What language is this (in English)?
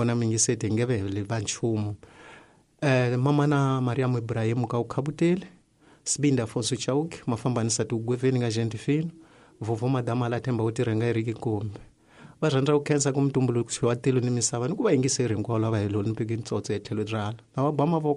Tsonga